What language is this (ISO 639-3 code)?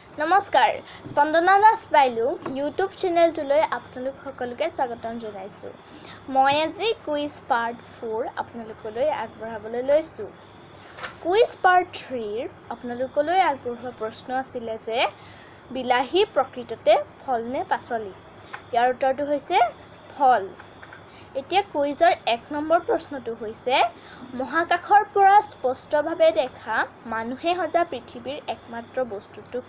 asm